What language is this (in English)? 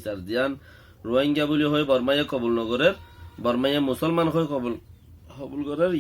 Rohingya